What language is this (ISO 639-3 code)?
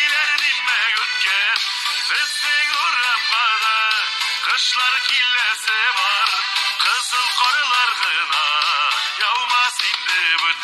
tat